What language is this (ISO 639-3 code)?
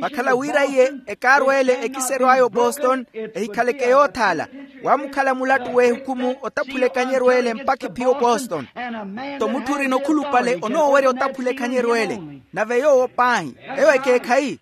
vmw